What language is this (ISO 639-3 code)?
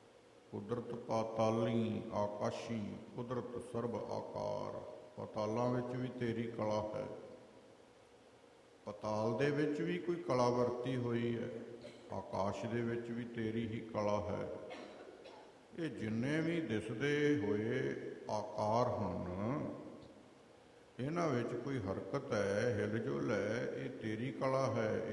pan